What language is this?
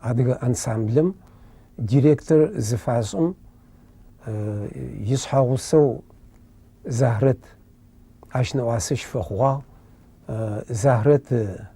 Adyghe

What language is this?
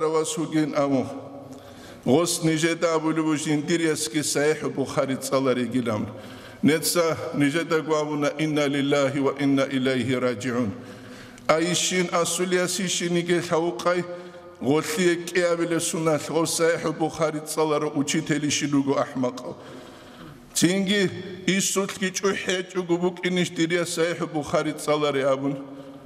Avaric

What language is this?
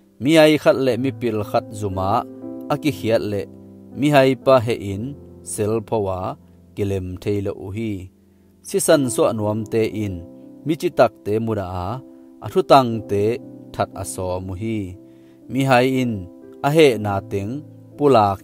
Tedim Chin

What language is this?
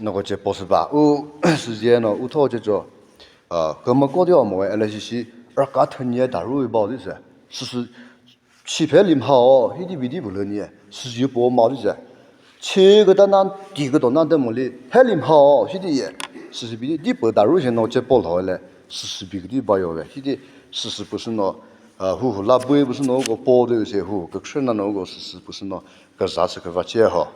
Chokri Naga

